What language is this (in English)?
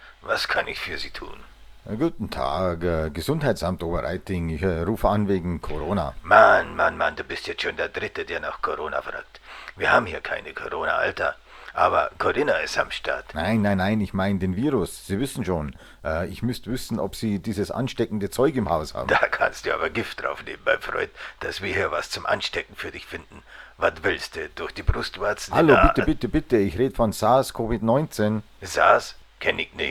Bavarian